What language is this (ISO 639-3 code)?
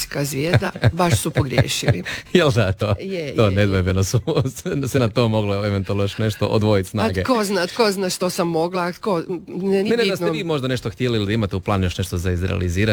hrv